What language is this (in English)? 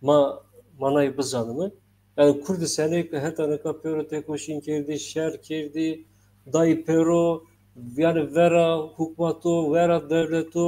Zaza